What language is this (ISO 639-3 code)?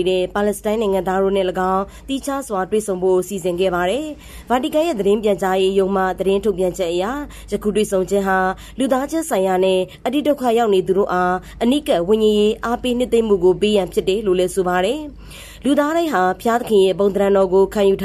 mya